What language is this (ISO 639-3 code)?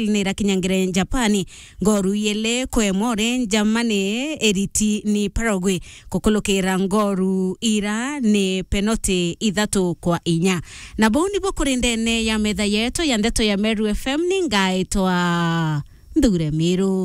mer